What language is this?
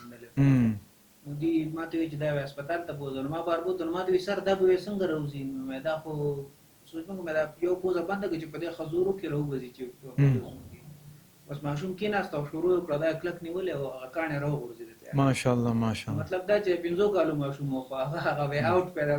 Pashto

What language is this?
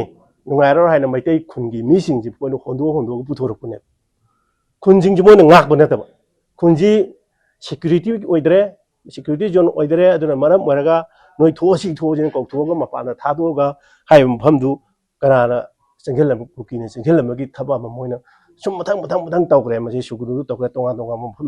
Manipuri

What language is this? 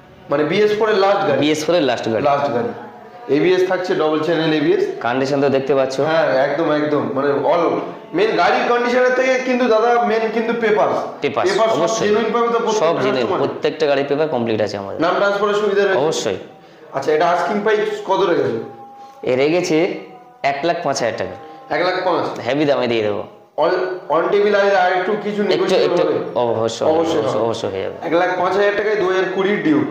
Bangla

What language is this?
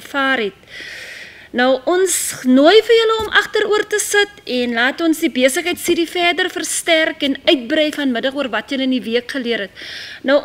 Afrikaans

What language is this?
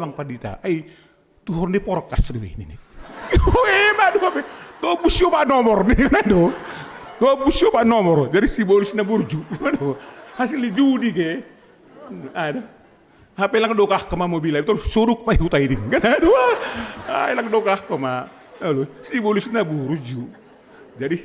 Batak Simalungun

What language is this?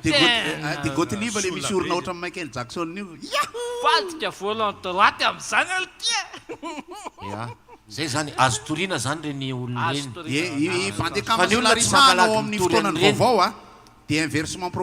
Malagasy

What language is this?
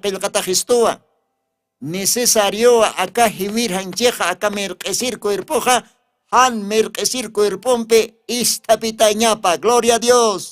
Aymara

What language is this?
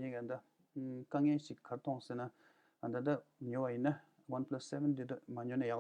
Tibetan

